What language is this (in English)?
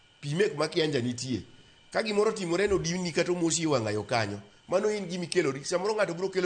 Luo (Kenya and Tanzania)